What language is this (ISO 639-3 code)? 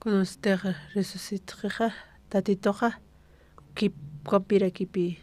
aym